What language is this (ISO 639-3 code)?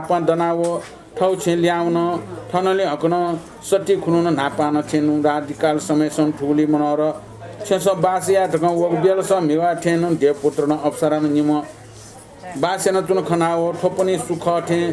new